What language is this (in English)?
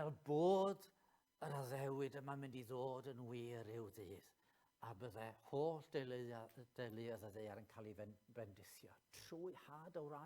Welsh